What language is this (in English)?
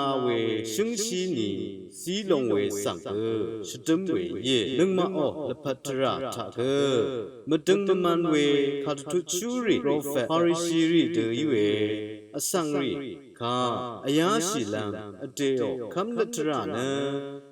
Rawang